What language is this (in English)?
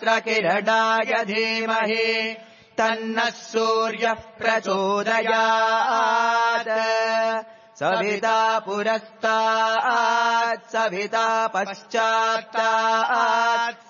Sanskrit